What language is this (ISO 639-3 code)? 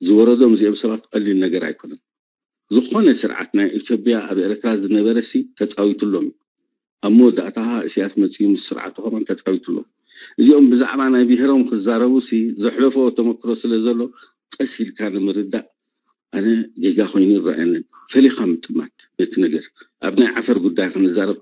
tir